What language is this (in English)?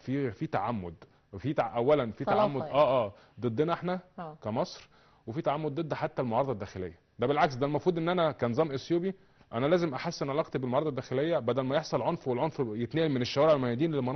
Egyptian Arabic